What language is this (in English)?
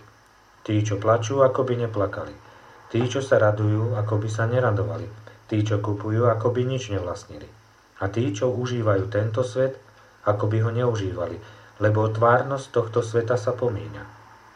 Slovak